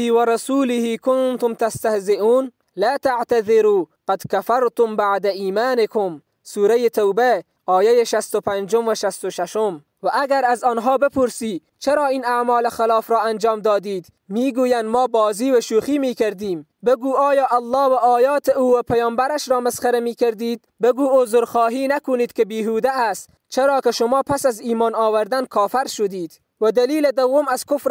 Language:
Tajik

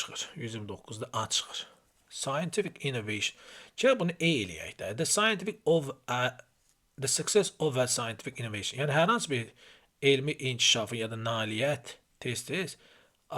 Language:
Azerbaijani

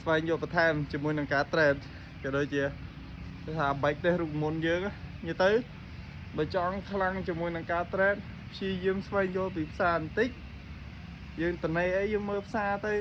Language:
Khmer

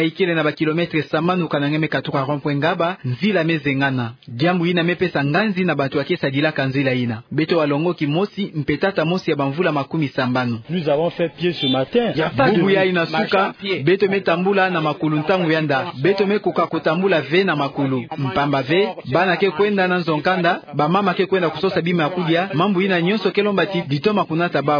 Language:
Kituba (Democratic Republic of Congo)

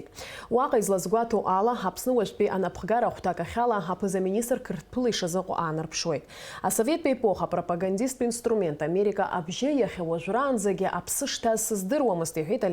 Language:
Abkhazian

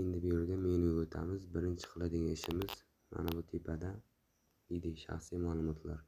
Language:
Uzbek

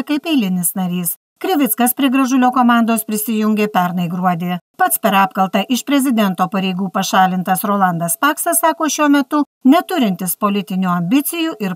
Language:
Lithuanian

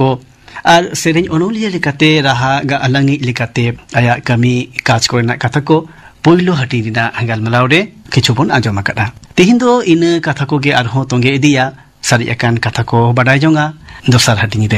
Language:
Santali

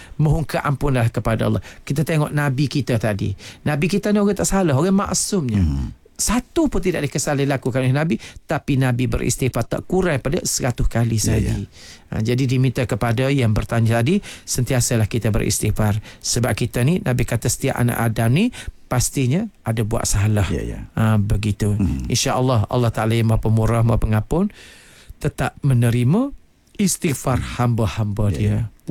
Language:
Malay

